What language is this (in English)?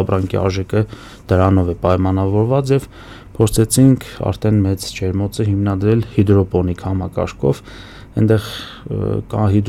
Armenian